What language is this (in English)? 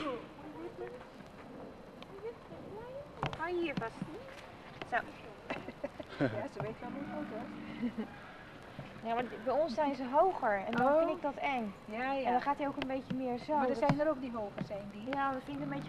Dutch